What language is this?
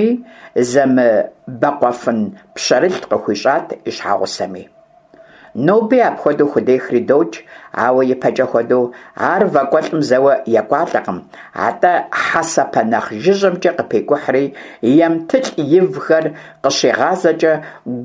Kabardian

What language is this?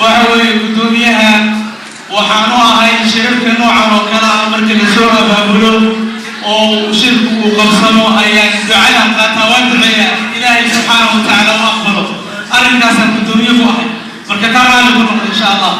Somali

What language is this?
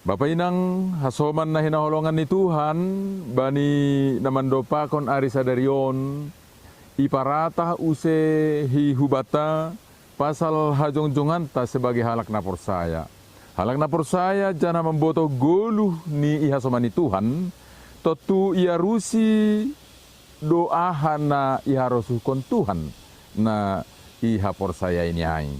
Batak Simalungun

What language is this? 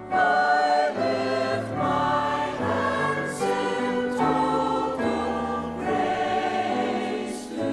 Faroese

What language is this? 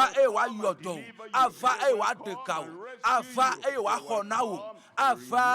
Ewe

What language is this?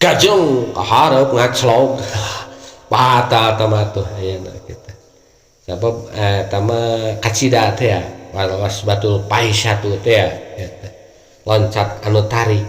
Sundanese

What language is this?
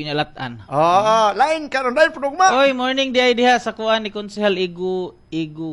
Cebuano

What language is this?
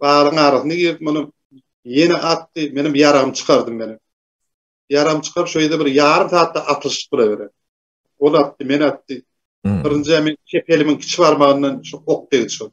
Turkmen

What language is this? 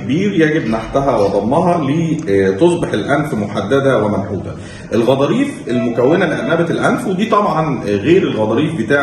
Egyptian Arabic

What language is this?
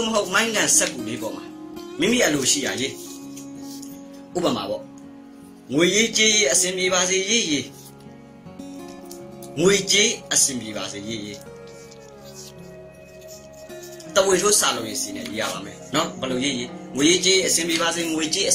Burmese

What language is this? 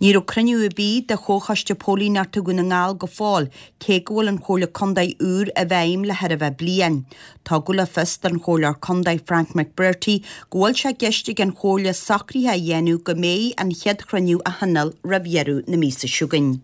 Irish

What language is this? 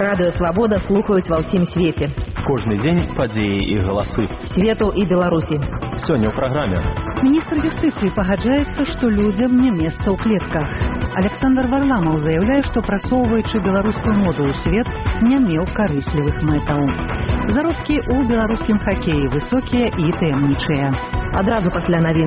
Belarusian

